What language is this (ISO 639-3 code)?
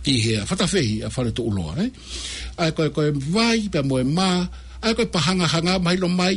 ton